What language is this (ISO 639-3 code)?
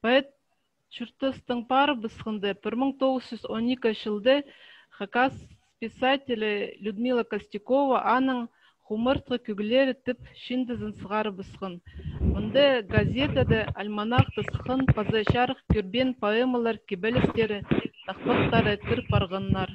kjh